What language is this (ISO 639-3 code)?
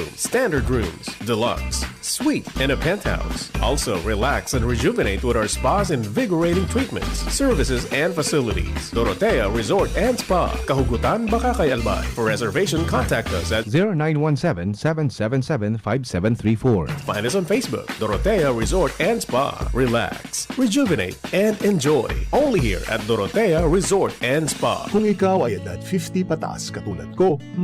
bik